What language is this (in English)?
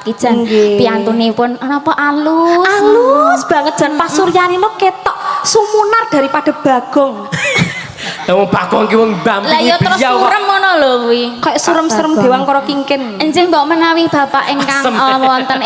Javanese